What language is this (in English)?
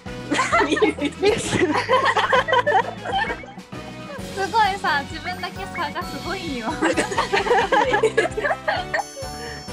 Japanese